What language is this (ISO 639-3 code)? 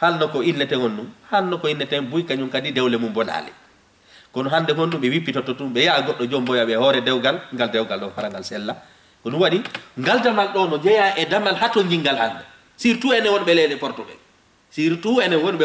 ful